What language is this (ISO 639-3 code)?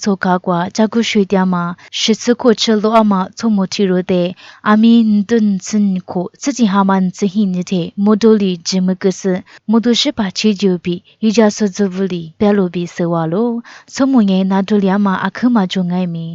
lis